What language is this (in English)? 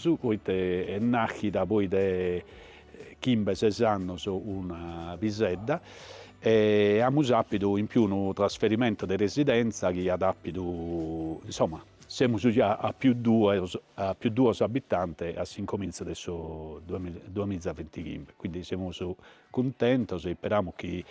Sardinian